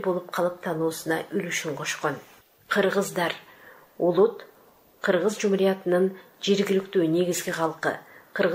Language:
Kyrgyz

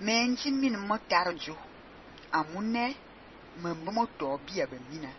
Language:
Fang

